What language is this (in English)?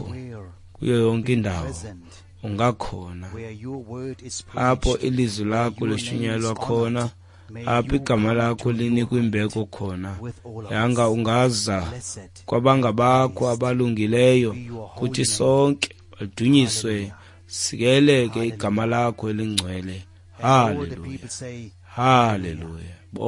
Xhosa